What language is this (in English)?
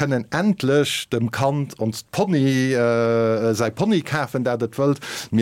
Luxembourgish